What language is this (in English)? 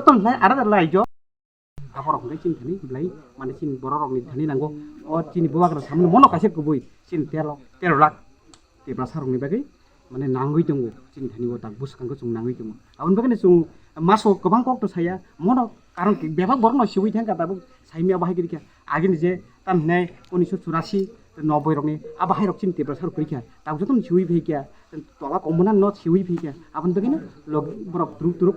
Kok Borok